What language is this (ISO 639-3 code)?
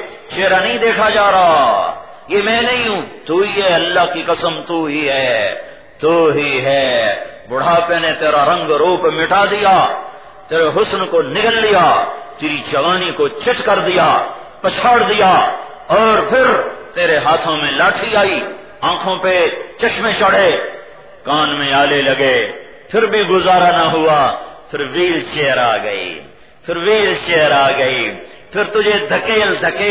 urd